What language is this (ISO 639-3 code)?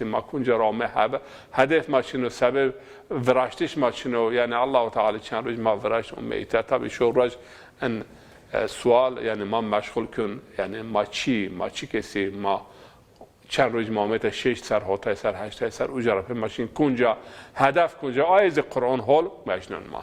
zza